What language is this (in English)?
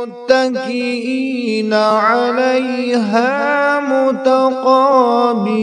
Kashmiri